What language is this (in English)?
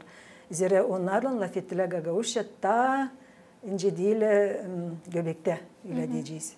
Gagauz